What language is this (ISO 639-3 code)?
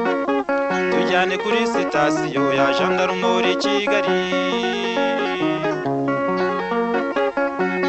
kin